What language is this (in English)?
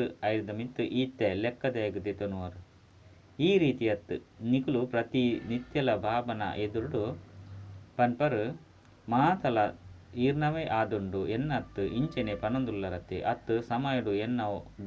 Tulu